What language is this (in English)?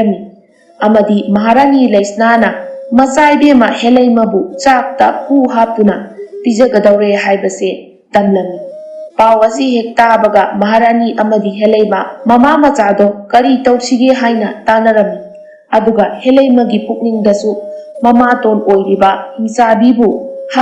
Manipuri